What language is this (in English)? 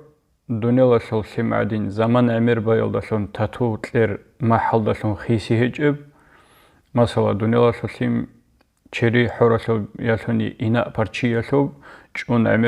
Avaric